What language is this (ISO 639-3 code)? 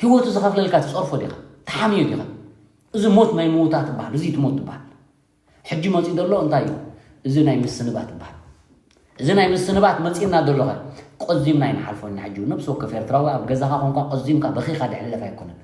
tir